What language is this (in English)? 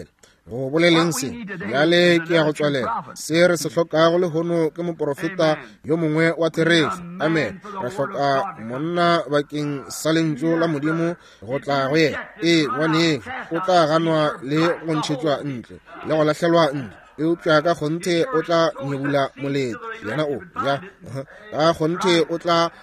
Northern Sotho